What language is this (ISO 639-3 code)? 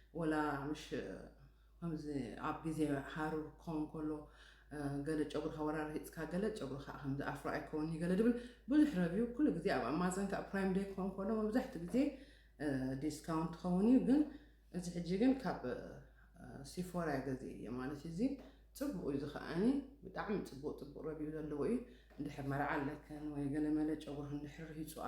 tir